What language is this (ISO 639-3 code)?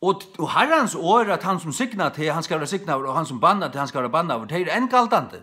fao